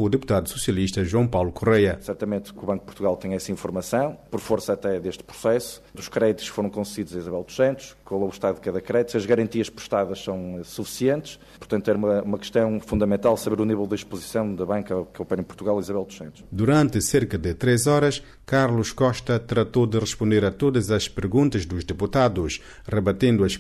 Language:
Portuguese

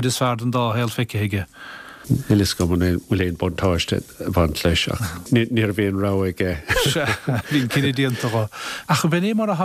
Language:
Irish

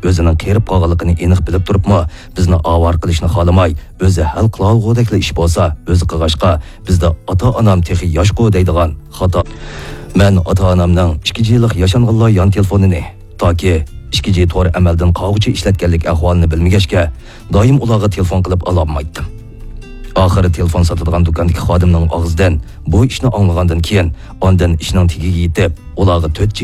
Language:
Uyghur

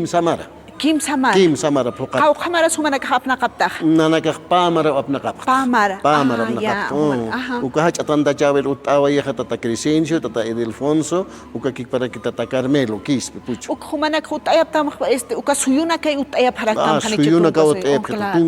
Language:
Aymara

